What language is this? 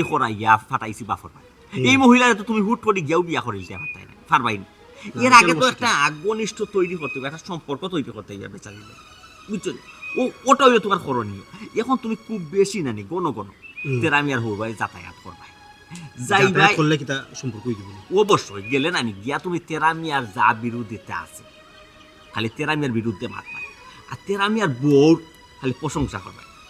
Sylheti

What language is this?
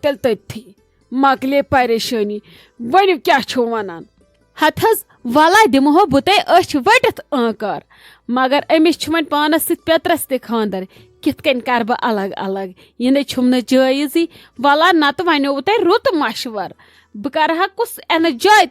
Kashmiri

